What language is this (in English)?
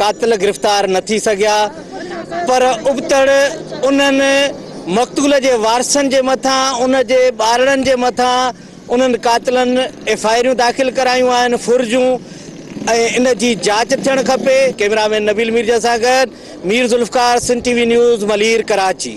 Sindhi